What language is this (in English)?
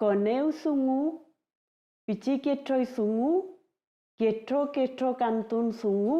Mapuche